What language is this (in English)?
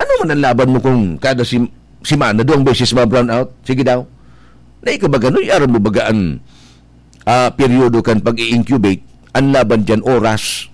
Bikol